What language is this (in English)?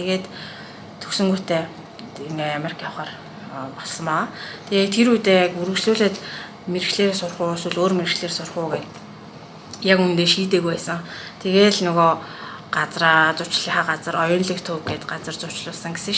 Mongolian